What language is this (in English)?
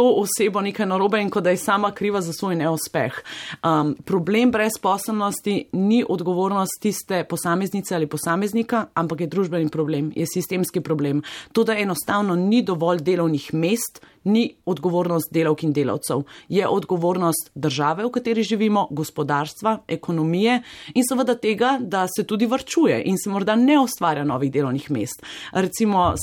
Slovenian